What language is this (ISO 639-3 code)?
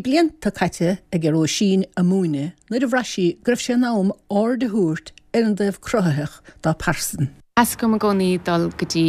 gle